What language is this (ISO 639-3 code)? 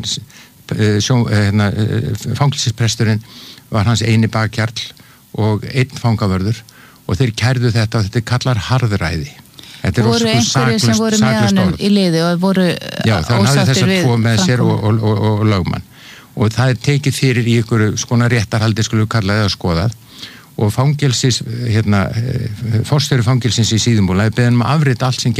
isl